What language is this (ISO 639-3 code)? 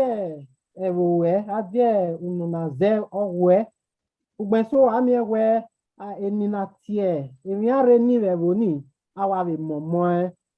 bin